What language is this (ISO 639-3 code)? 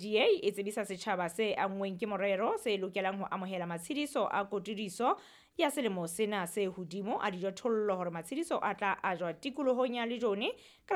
sot